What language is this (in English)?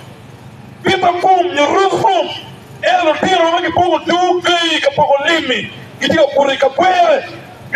Acoli